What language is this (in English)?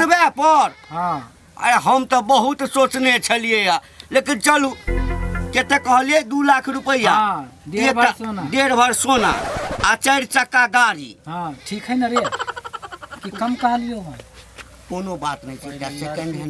Maithili